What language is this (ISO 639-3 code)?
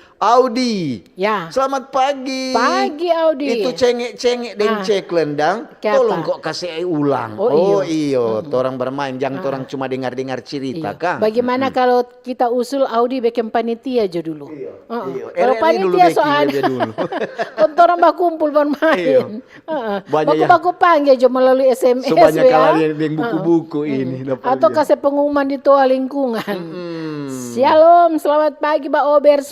xmm